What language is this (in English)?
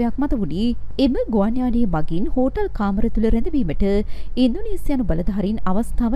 Sinhala